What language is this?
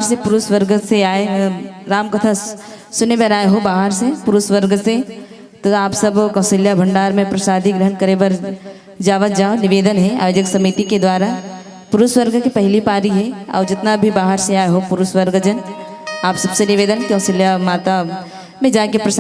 Chhattisgarhi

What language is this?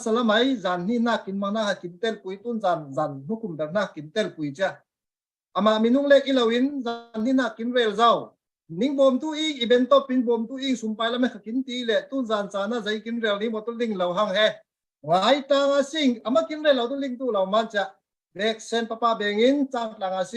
Falam Chin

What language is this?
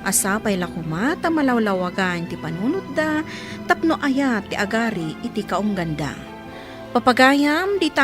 Iloko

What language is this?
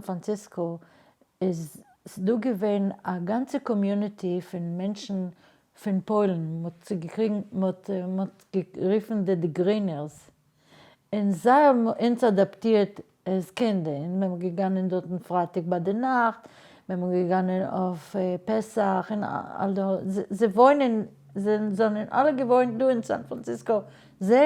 Yiddish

